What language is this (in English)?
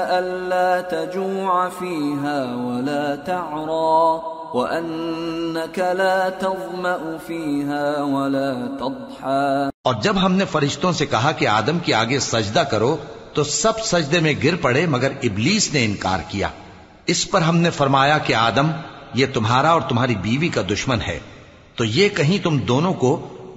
Urdu